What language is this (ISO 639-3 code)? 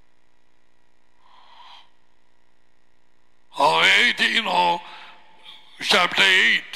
tam